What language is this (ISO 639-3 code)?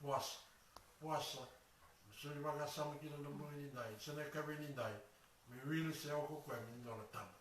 fij